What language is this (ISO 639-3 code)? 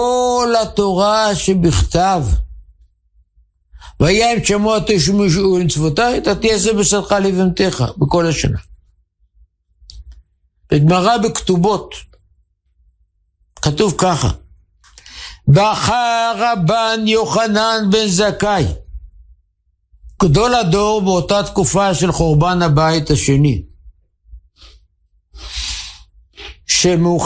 heb